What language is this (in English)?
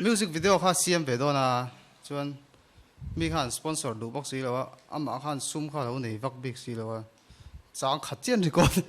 Mizo